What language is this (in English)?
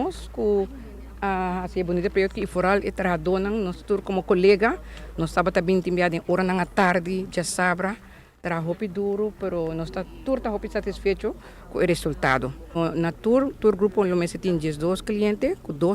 Papiamento